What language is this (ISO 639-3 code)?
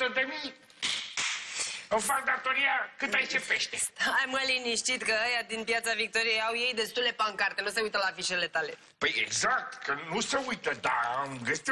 ron